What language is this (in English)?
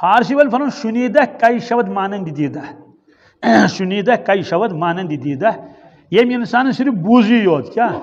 Kashmiri